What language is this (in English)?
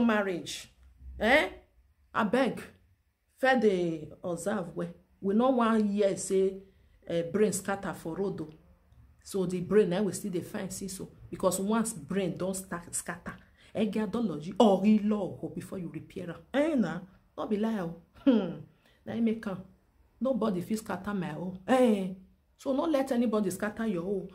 Nigerian Pidgin